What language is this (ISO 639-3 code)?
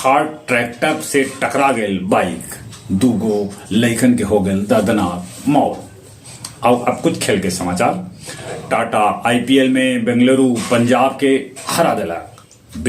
mag